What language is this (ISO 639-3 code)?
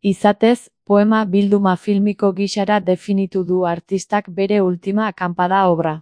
eus